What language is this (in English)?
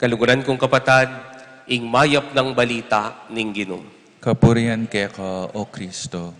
Pampanga